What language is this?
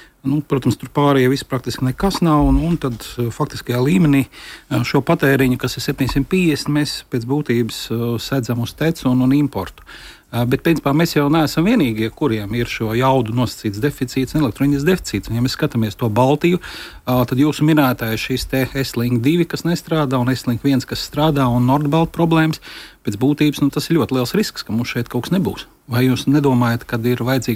Latvian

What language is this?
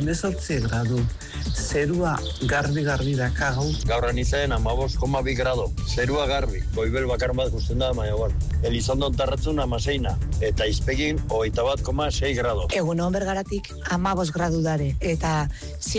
Basque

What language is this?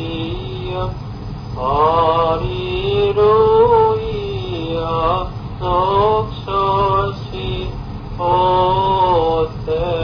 Greek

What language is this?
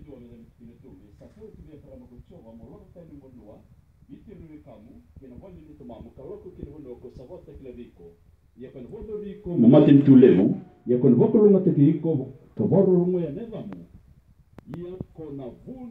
Fijian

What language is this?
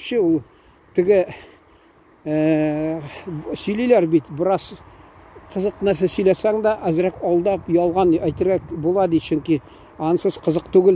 Tatar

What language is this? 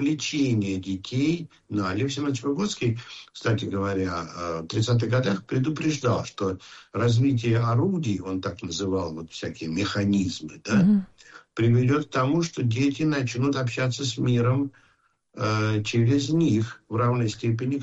Russian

